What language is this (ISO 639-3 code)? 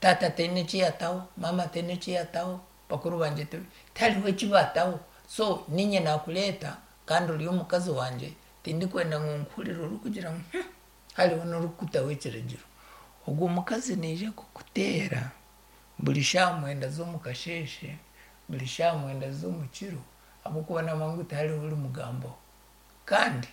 nyn